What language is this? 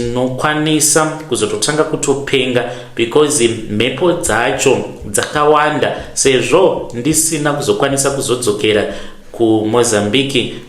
Shona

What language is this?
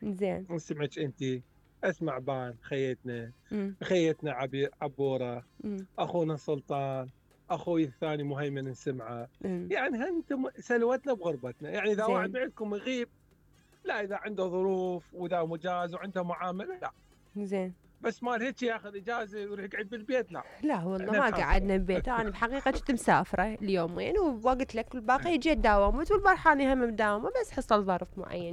Mesopotamian Arabic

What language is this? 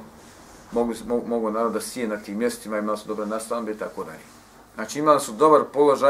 Bosnian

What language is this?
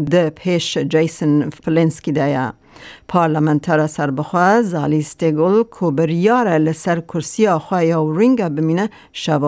Kurdish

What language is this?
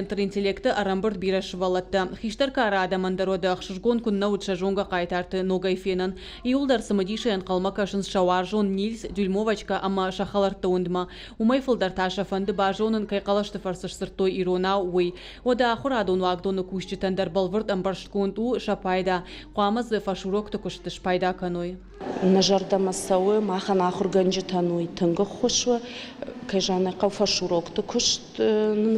Ossetic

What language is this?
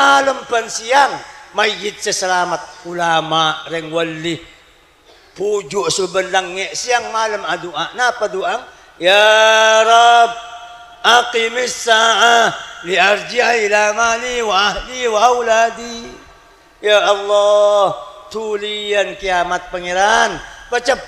Madurese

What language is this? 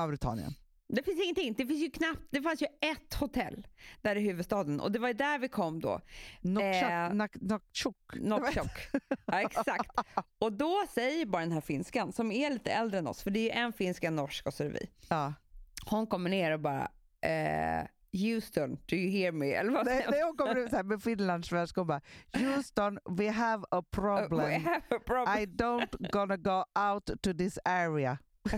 Swedish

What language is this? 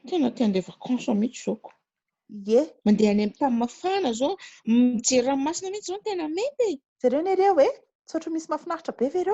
Malagasy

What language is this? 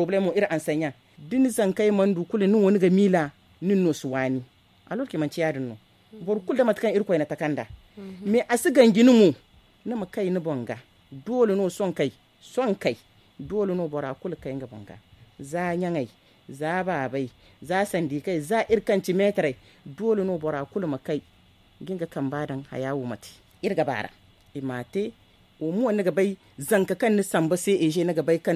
Zarma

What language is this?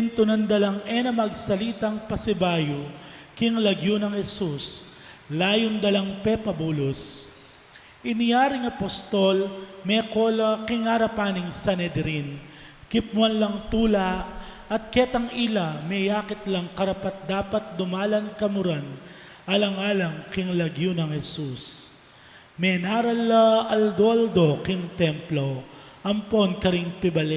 Pampanga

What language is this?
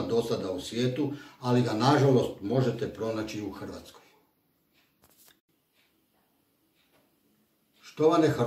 Croatian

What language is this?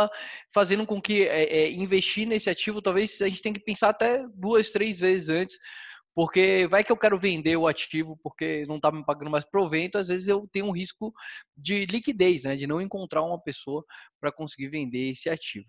Portuguese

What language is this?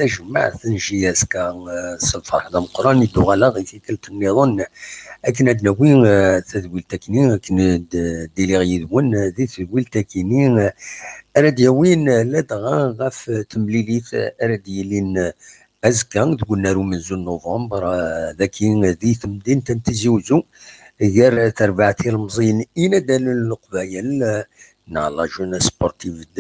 Kabyle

